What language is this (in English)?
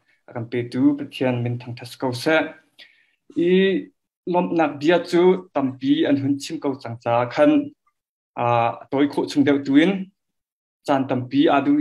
Hakha Chin